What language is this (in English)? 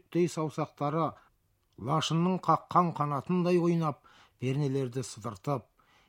Kazakh